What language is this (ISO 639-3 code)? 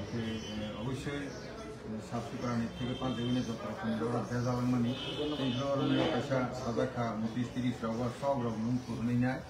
trp